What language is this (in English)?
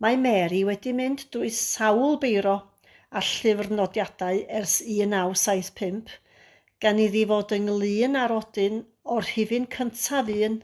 Welsh